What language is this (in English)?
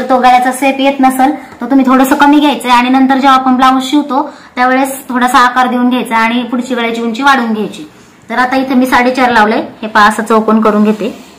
Marathi